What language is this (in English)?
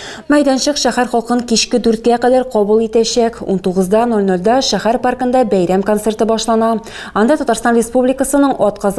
Tatar